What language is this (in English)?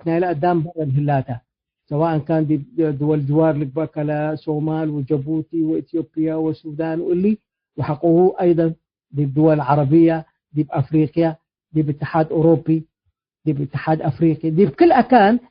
Tigre